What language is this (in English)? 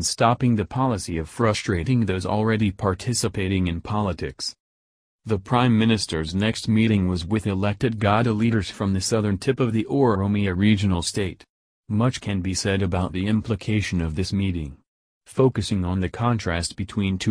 English